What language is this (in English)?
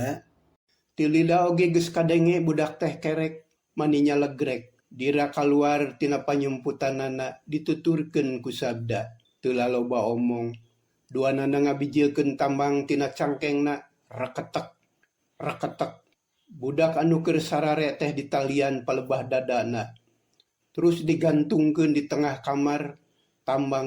Sundanese